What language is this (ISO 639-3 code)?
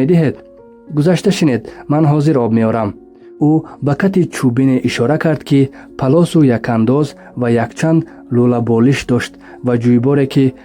tgk